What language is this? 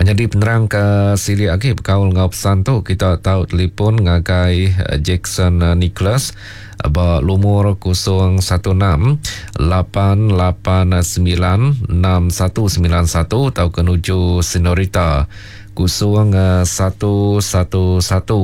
Iban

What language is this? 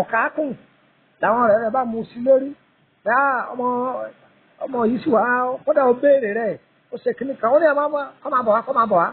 Yoruba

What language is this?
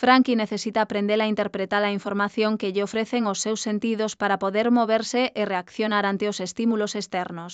Galician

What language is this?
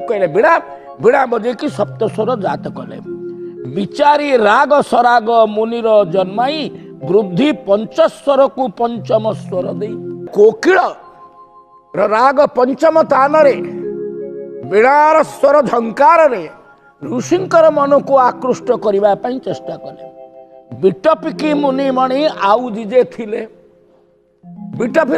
Odia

